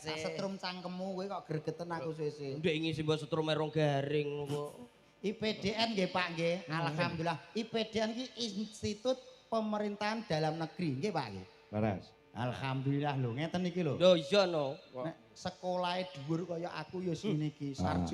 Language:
Javanese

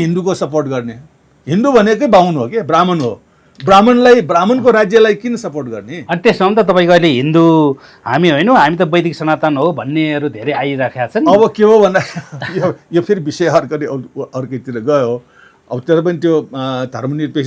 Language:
Nepali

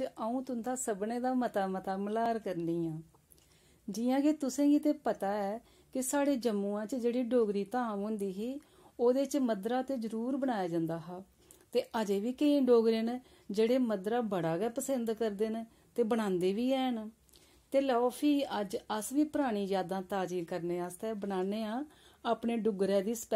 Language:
Dogri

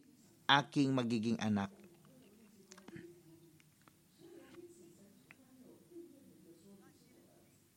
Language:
Filipino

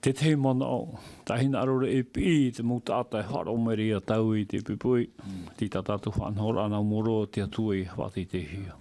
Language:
Tahitian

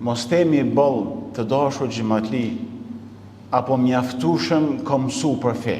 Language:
Albanian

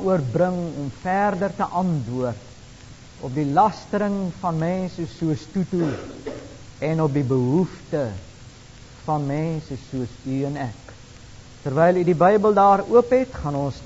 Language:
Afrikaans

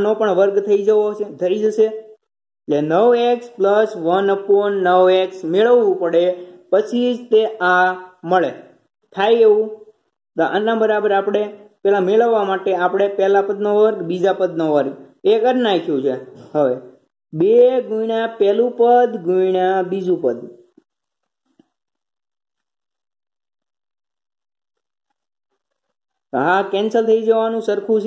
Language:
Gujarati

